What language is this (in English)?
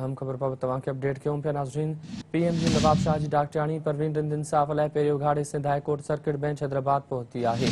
Sindhi